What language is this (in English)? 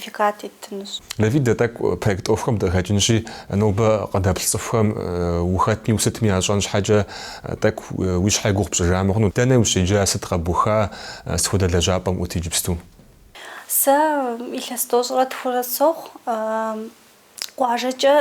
Kabardian